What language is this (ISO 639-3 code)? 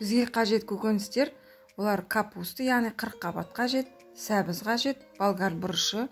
kaz